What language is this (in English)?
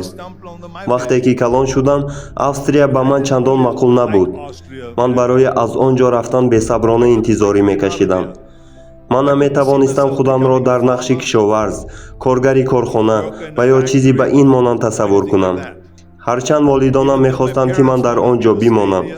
Tajik